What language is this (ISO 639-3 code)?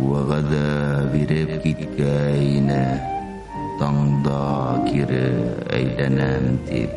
bak